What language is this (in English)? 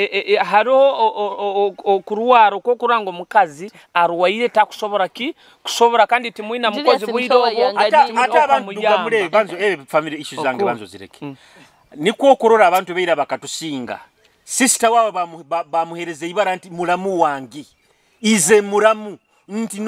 Nyoro